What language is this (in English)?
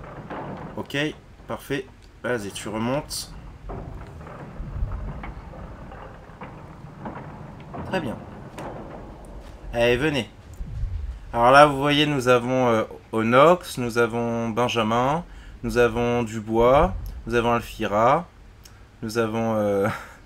French